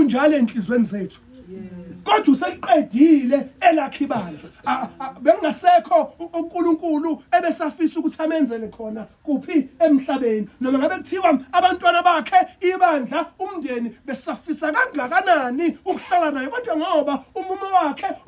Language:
Zulu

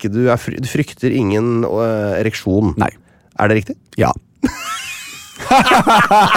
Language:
Norwegian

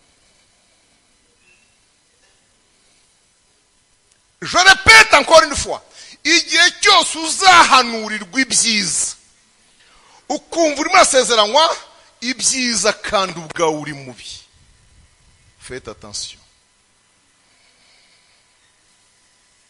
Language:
Kinyarwanda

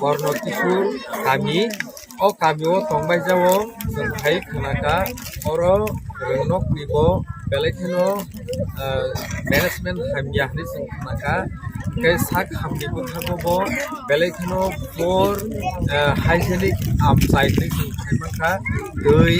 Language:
Kok Borok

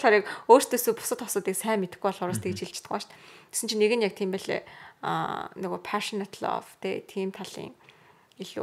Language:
Mongolian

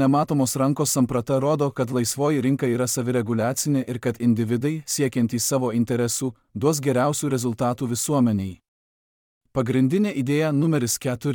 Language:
Lithuanian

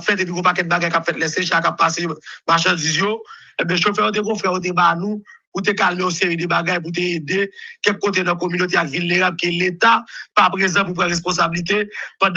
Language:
Haitian Creole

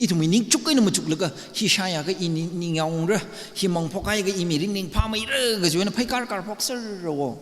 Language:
Tangkhul Naga (India)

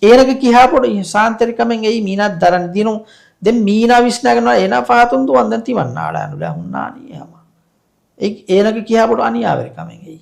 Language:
Divehi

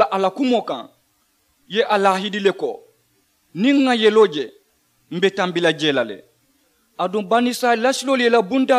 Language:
Mandingo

